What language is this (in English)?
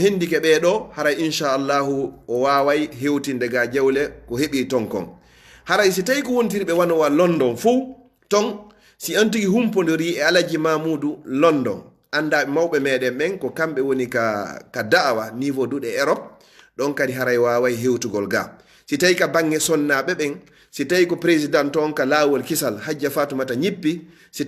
Fula